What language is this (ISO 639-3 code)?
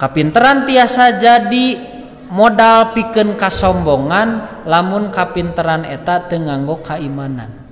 sun